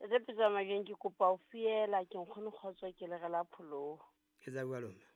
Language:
Southern Sotho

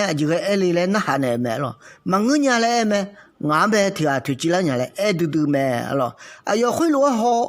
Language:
Akha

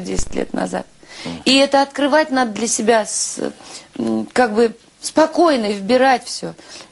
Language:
Russian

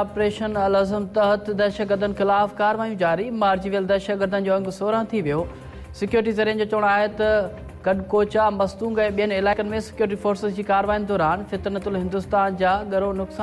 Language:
Sindhi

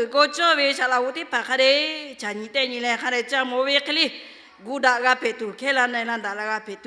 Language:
Lahu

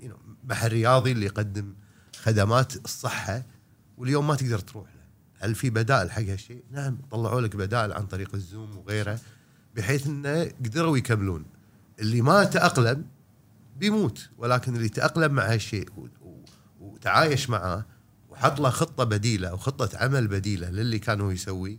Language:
Gulf Arabic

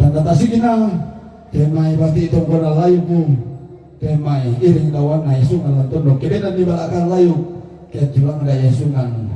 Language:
Toraja-Sa'dan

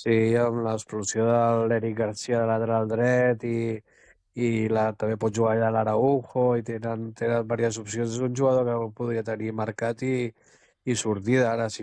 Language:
Catalan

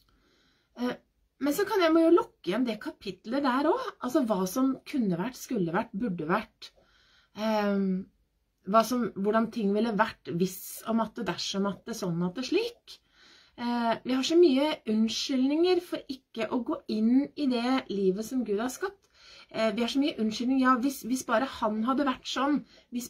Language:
Norwegian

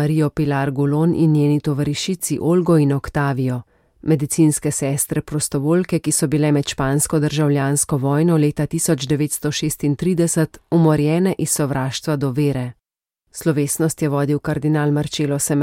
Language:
Slovenian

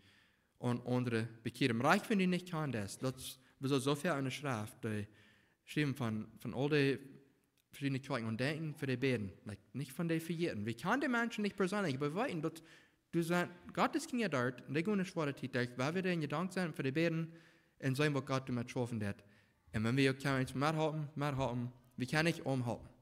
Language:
Plautdietsch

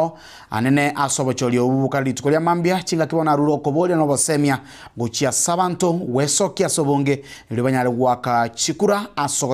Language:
Gusii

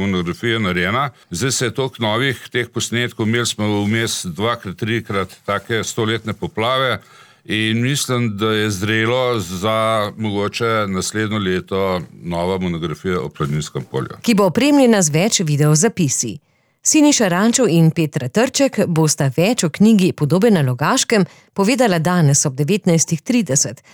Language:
Slovenian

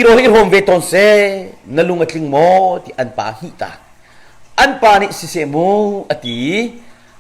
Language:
Hakha Chin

